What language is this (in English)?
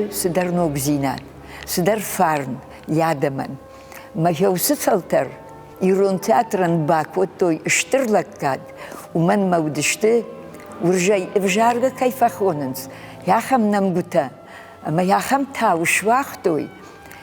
Ossetic